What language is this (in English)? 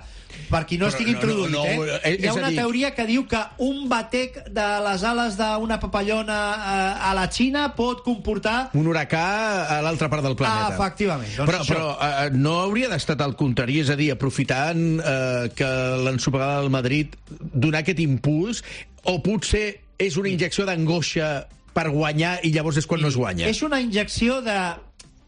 Catalan